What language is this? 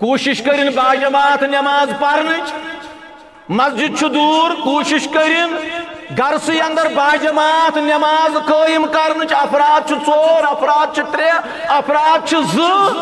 Kashmiri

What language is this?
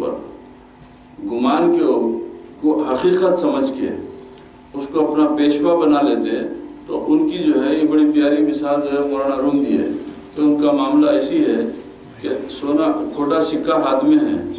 Urdu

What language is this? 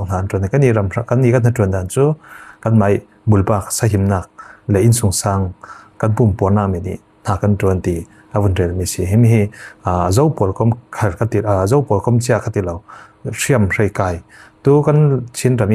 Falam Chin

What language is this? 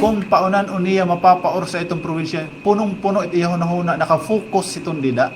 Waray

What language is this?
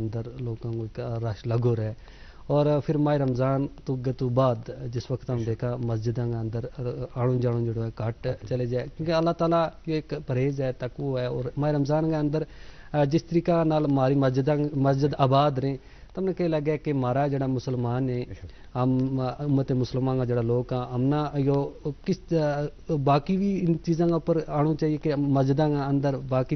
Gujari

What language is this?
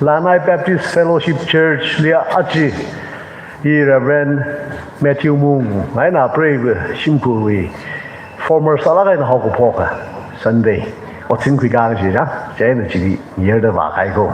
Tangkhul Naga (India)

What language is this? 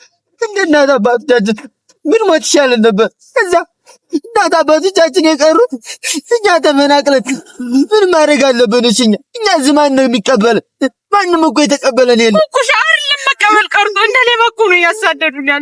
Amharic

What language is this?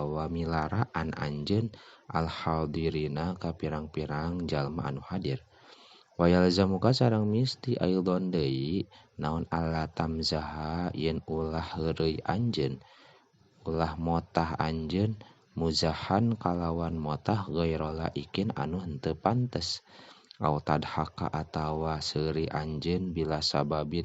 Sundanese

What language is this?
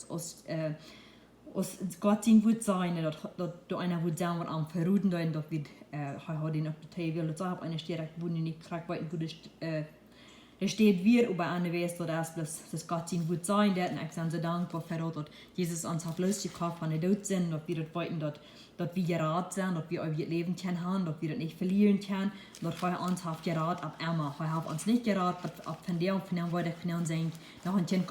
Plautdietsch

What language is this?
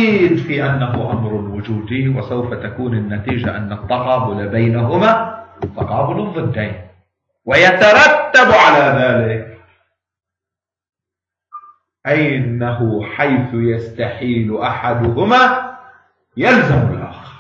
Arabic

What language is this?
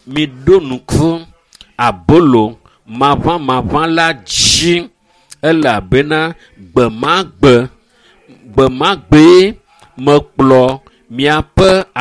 Ewe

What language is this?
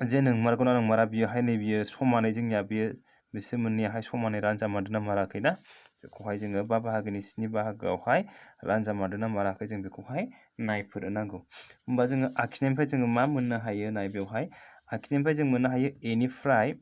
Bodo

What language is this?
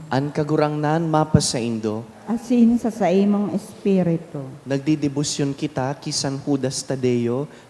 Bikol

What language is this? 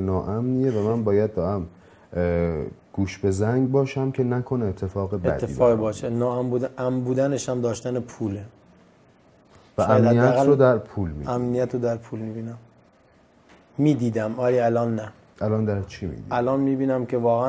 Persian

